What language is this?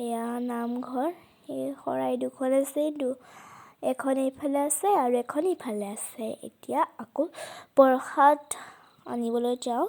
Assamese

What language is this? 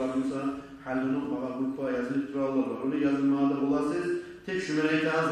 Kumyk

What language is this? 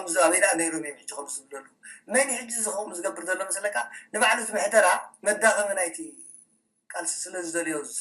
Tigrinya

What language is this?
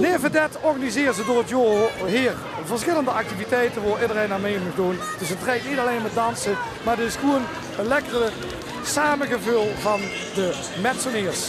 Limburgish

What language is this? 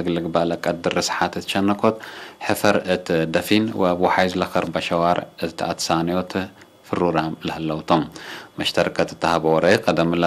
Tigre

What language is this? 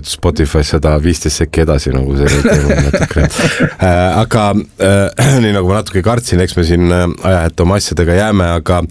Estonian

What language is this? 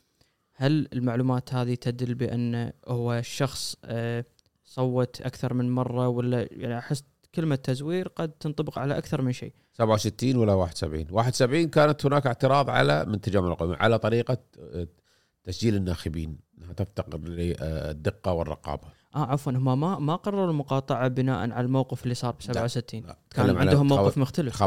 Gulf Arabic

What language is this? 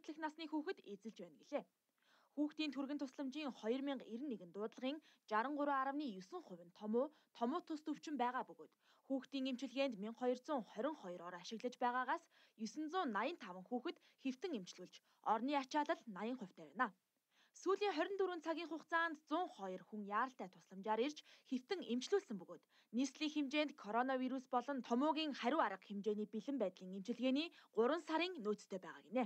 Mongolian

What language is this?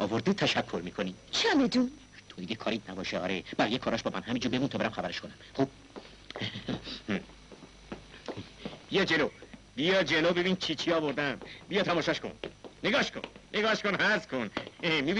Persian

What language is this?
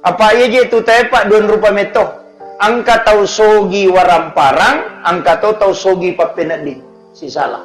Buginese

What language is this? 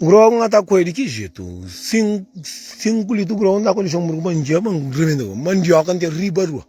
Kabuverdianu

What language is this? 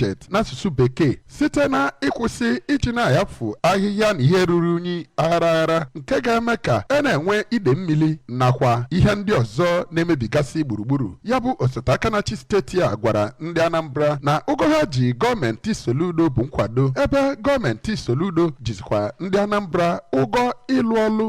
Igbo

